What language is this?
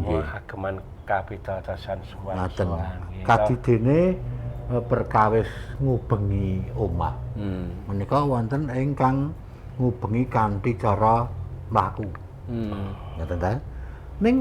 Javanese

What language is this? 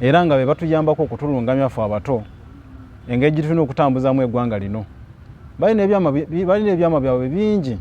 Ganda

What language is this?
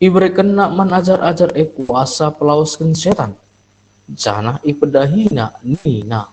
Batak Karo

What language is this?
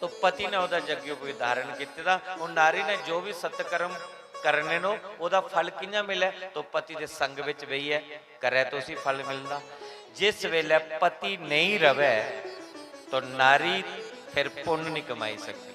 Dogri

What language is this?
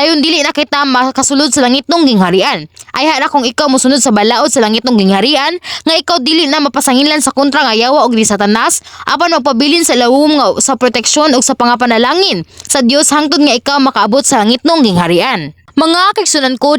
Cebuano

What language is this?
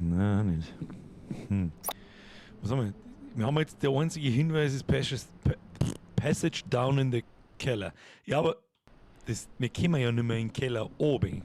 Bavarian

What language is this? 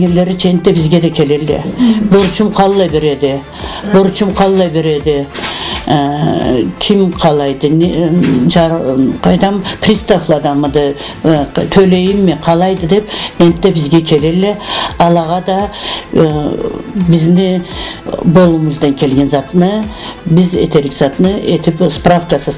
Karachay-Balkar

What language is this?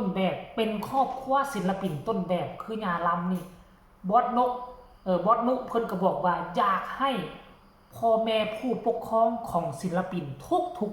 Northeastern Thai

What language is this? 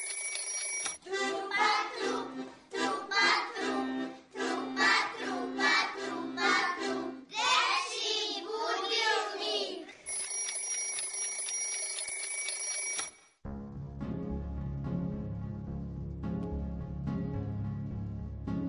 Serbian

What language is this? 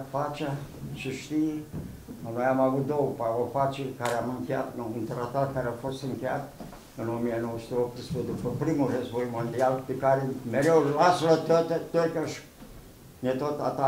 Romanian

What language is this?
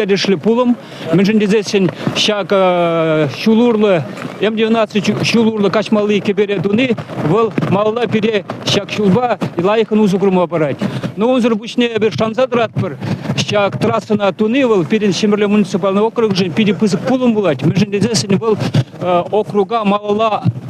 Chuvash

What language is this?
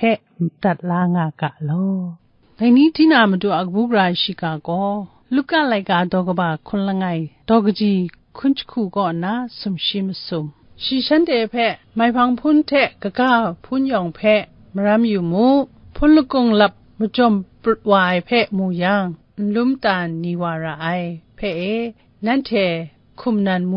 Kachin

